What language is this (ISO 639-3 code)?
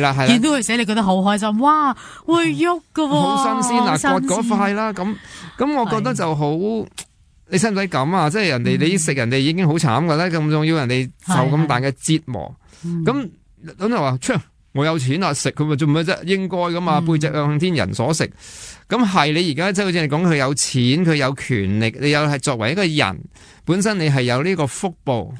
yue